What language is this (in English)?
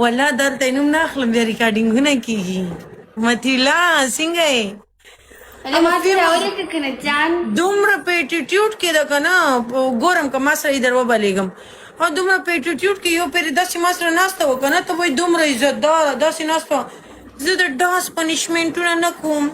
Pashto